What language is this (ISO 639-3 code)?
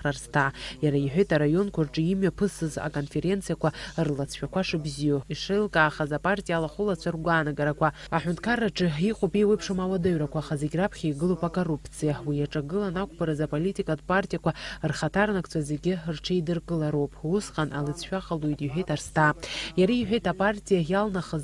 abk